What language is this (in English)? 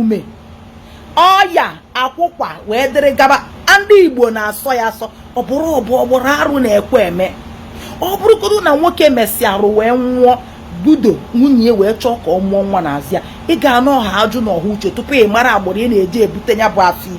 Igbo